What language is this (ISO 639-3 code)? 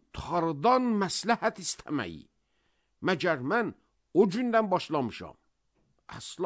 aze